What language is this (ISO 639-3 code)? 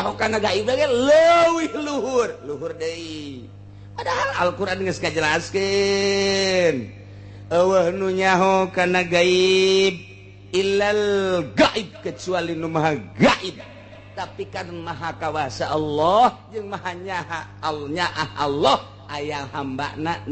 sun